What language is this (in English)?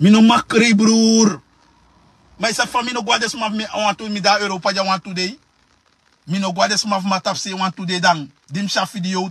Sranan Tongo